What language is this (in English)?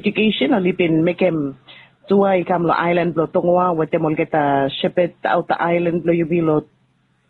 Bislama